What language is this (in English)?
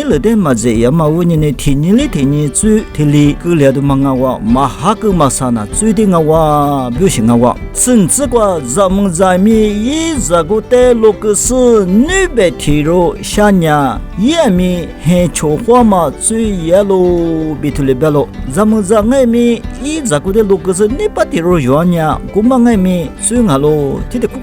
Lisu